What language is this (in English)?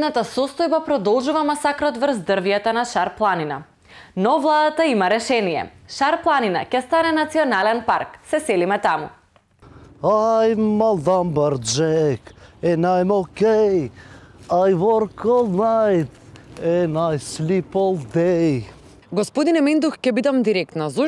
Macedonian